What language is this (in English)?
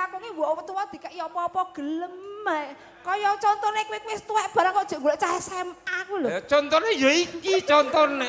Javanese